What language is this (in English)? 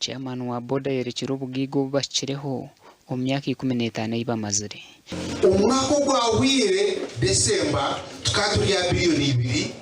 Nyankole